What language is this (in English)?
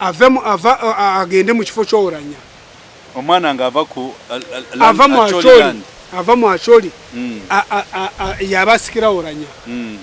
Ganda